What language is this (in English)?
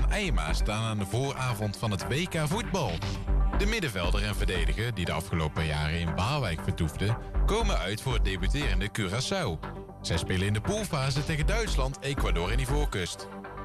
Dutch